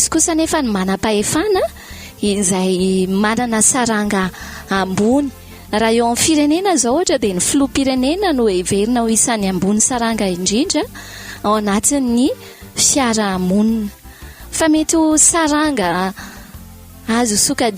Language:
Malagasy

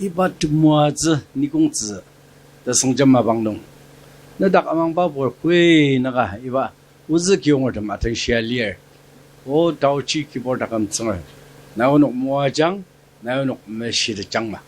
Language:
Ao Naga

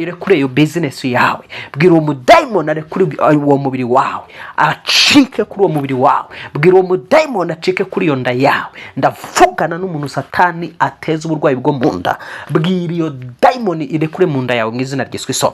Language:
Kinyarwanda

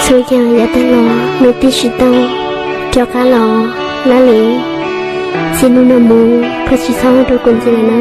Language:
Hmong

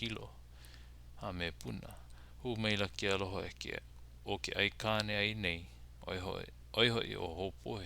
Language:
Hawaiian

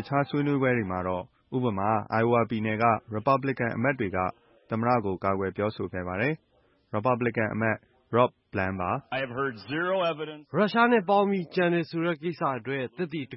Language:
Burmese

